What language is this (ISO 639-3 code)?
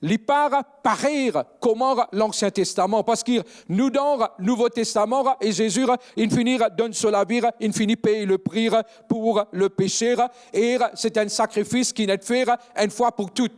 mfe